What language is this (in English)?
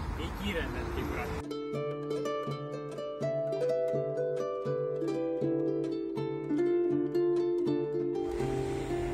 Estonian